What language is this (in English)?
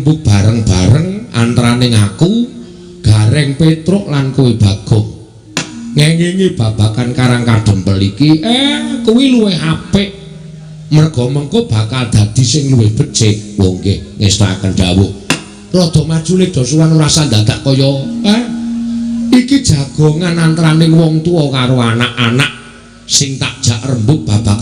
Javanese